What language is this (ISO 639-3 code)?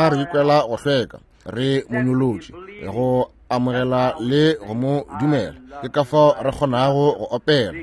nso